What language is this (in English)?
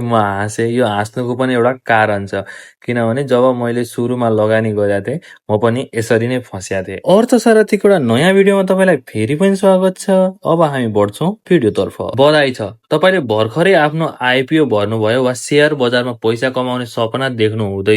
Nepali